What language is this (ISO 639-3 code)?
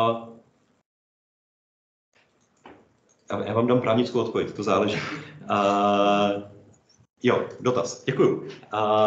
ces